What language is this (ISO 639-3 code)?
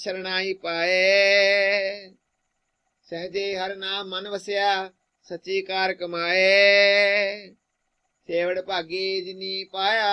pan